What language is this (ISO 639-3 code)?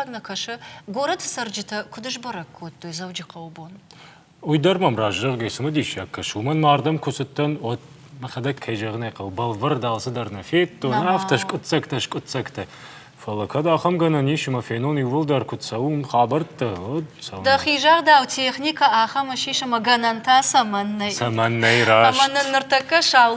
oss